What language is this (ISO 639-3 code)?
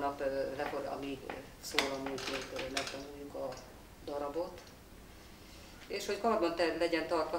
hun